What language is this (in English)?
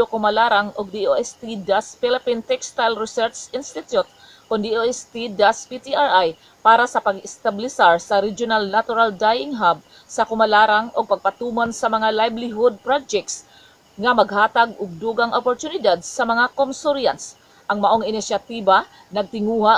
Cebuano